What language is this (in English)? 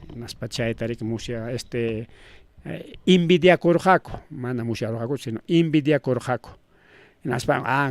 Ayacucho Quechua